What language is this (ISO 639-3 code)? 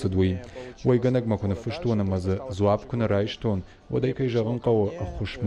oss